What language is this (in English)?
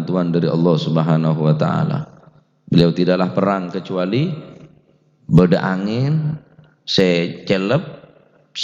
Madurese